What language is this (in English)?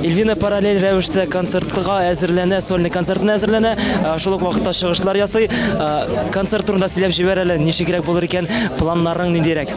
Tatar